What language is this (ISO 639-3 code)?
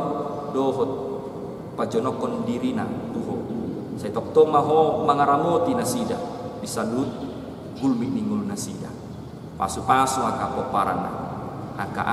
bbc